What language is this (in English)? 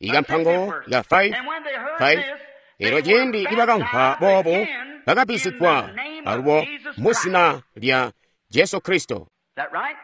Tonga (Zambia)